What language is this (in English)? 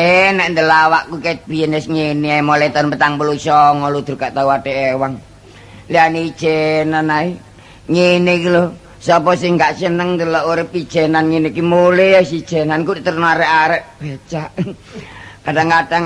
Javanese